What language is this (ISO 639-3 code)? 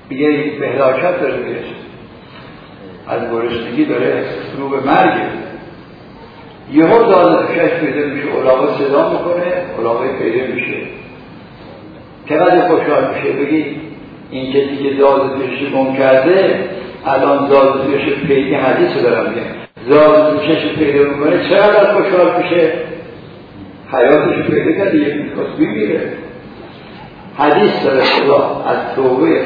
fas